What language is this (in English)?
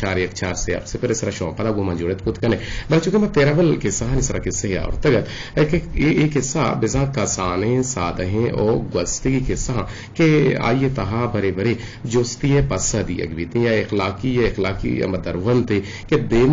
Eastern Balochi